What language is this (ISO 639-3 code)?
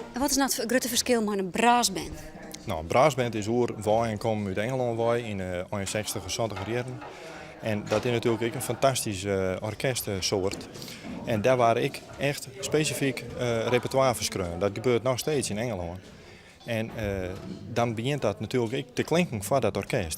fry